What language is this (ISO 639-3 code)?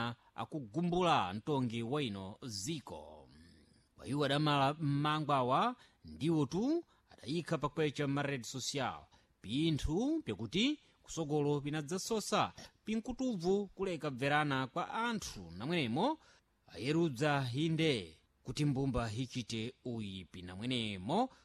seh